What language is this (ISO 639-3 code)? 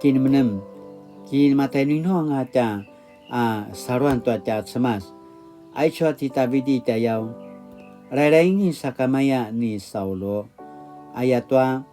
pwn